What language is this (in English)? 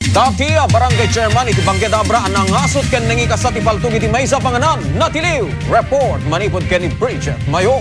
Iloko